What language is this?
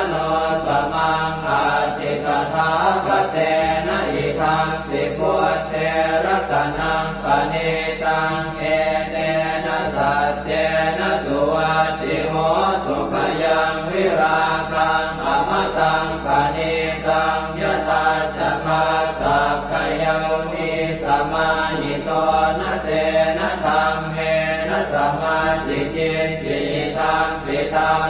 Pali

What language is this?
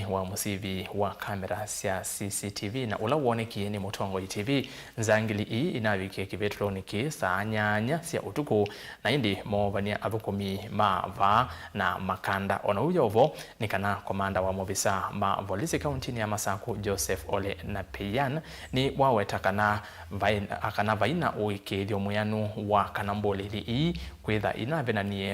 Kamba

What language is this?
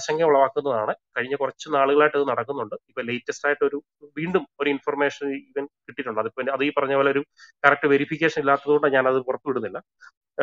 Malayalam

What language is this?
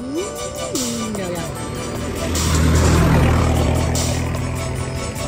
Thai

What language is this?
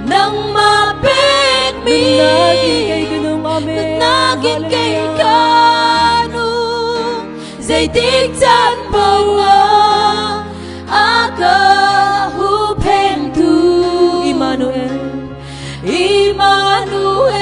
Hakha Chin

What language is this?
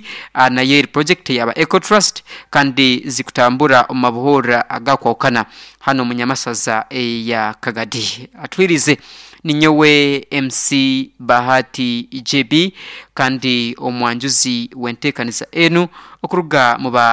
Nyankole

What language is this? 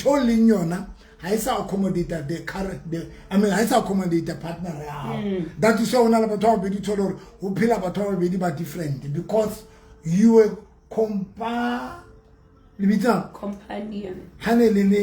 Southern Sotho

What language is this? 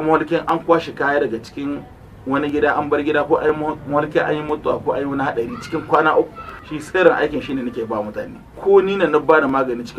Hausa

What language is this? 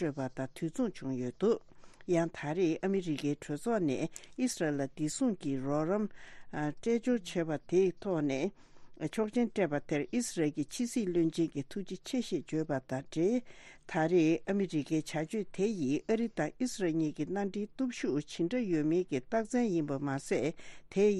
Tibetan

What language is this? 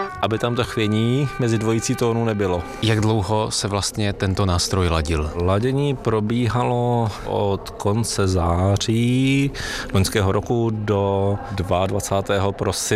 Czech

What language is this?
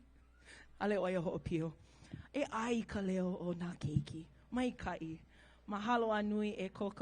Hawaiian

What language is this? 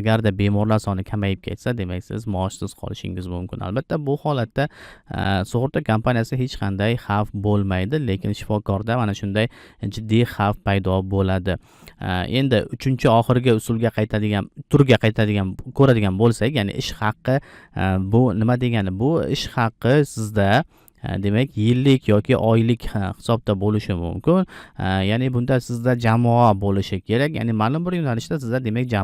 Uzbek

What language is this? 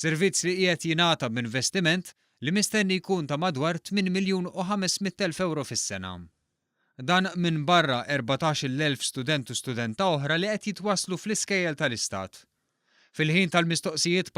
Maltese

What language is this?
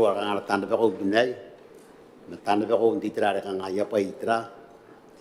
Gilbertese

